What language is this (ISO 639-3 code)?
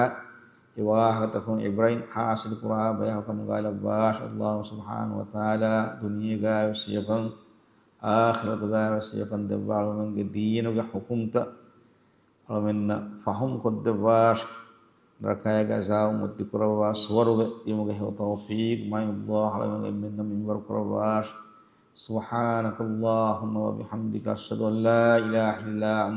div